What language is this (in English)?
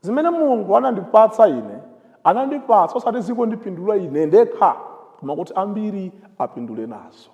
Nyanja